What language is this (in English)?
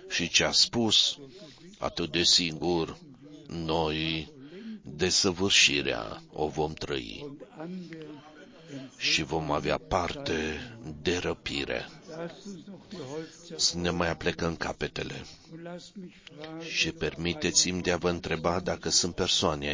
Romanian